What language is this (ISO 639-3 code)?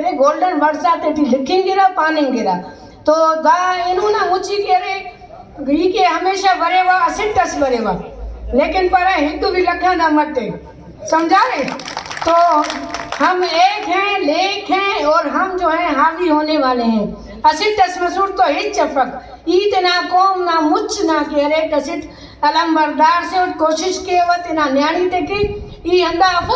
brh